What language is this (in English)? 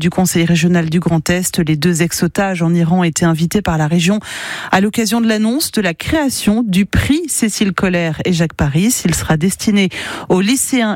French